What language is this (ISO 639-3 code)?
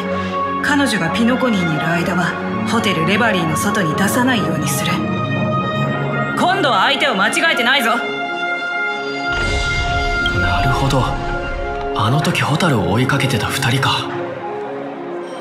jpn